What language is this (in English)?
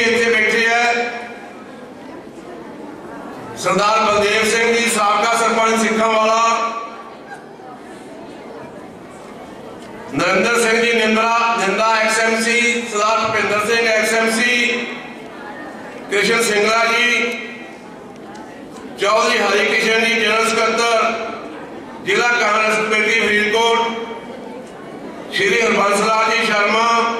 Punjabi